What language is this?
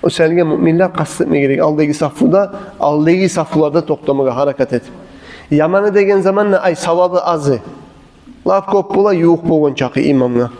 Kumyk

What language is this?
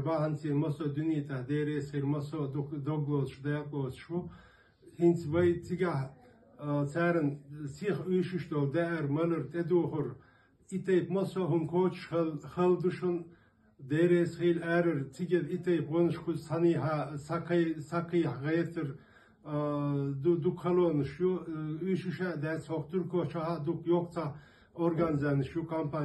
Chechen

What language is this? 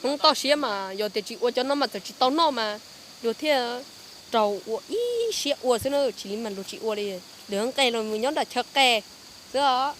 Hmong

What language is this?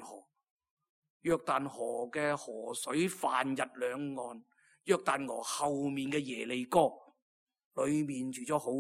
Cantonese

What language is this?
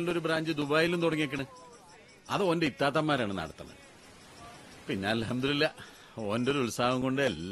Malayalam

